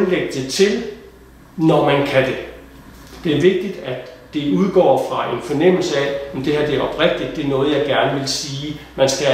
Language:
Danish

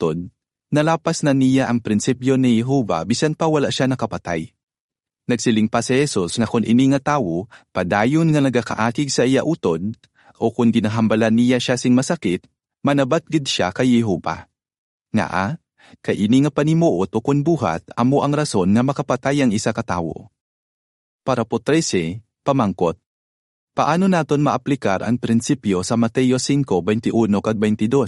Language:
Hiligaynon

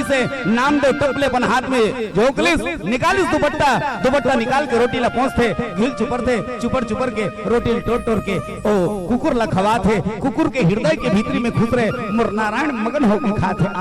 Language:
Chhattisgarhi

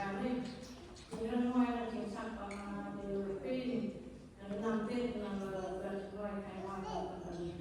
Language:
Central Mnong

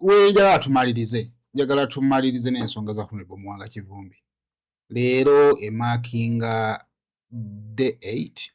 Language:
Ganda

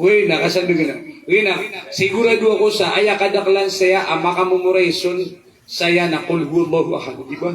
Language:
Maranao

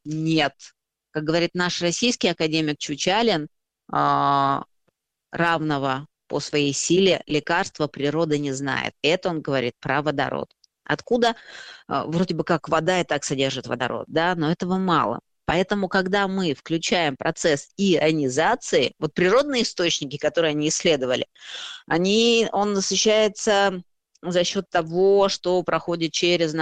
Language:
Russian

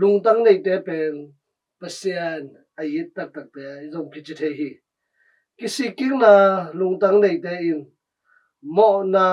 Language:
Tedim Chin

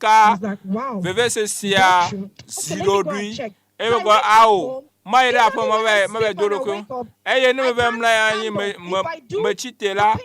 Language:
Ewe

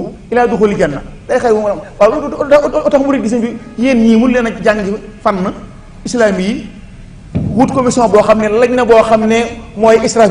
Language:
Wolof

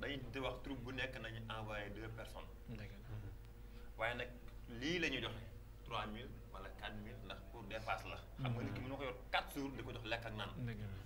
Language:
Wolof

